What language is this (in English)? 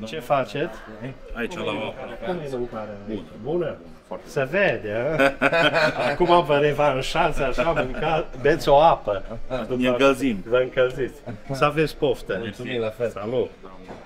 Romanian